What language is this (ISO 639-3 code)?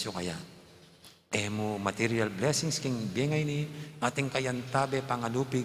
pam